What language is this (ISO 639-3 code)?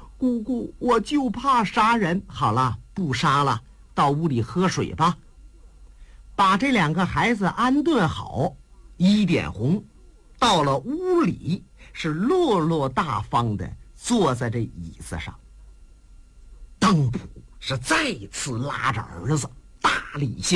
zho